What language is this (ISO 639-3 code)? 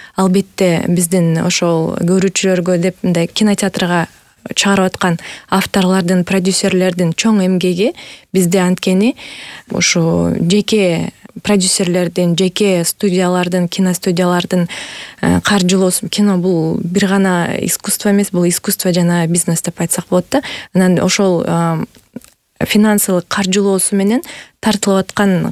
kir